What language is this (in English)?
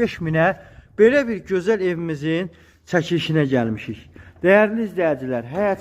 Azerbaijani